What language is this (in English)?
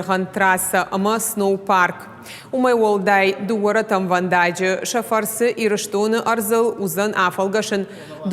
Ossetic